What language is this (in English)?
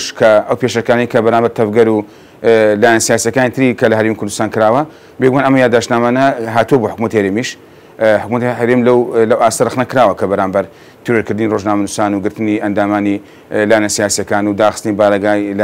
Central Kurdish